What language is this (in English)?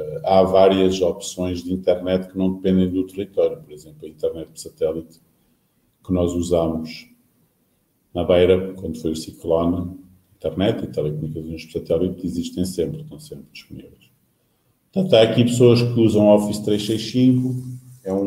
Portuguese